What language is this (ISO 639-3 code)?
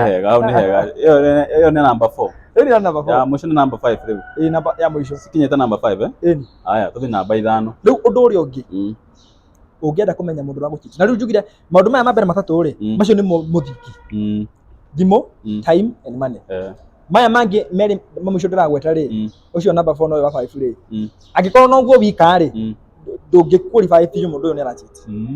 kik